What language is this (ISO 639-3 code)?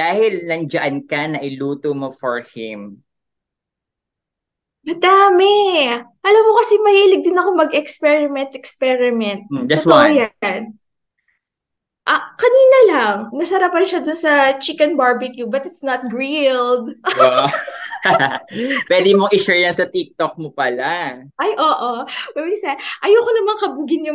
fil